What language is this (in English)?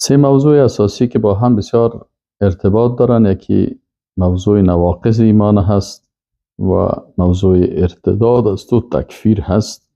Persian